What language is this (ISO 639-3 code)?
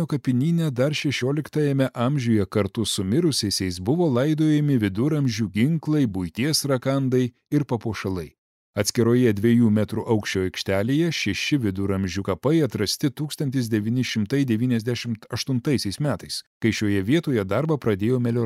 lit